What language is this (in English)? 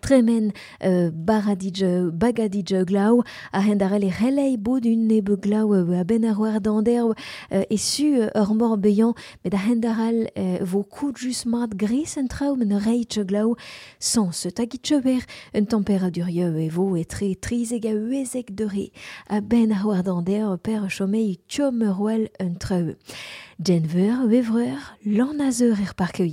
Breton